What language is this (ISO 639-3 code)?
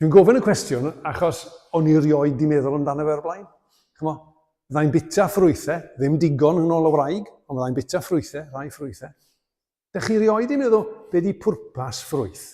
cym